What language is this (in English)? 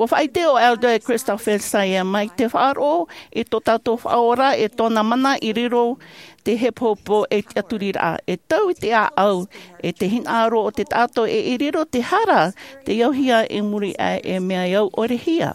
Tahitian